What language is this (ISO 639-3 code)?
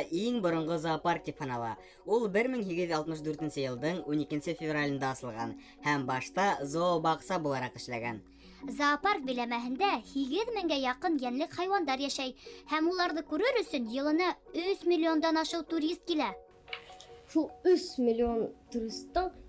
bak